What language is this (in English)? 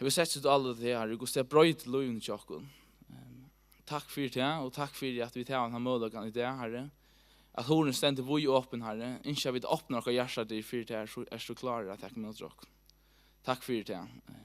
Faroese